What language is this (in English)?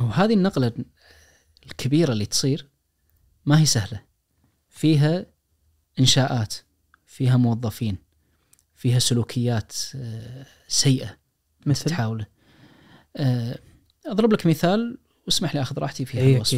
Najdi Arabic